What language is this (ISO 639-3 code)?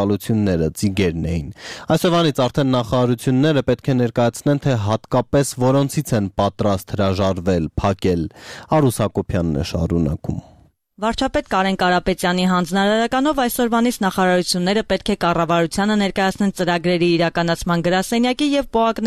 hye